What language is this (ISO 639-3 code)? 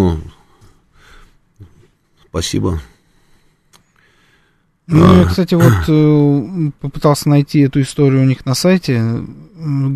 rus